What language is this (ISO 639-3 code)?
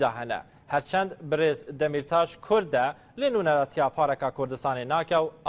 kur